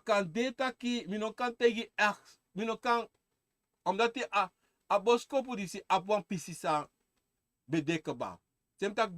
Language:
Sranan Tongo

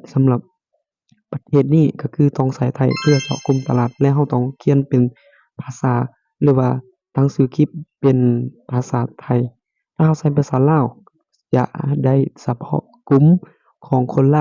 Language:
Lao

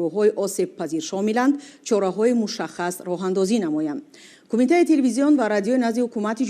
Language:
Tajik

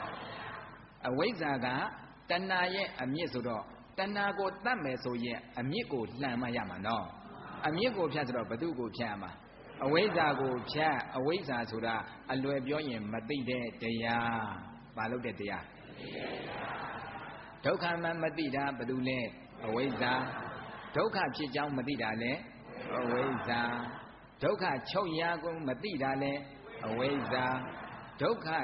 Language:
Burmese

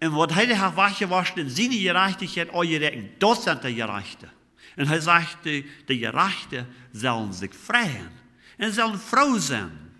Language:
Plautdietsch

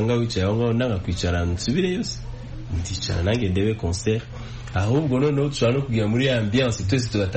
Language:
Kinyarwanda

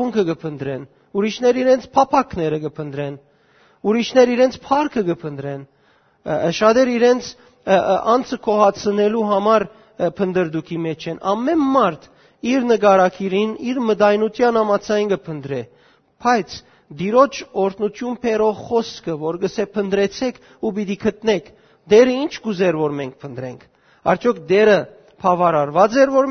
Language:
Western Armenian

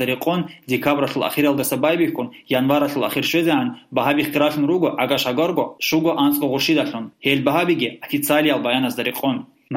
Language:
Avaric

